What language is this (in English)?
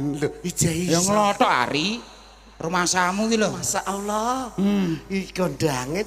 Javanese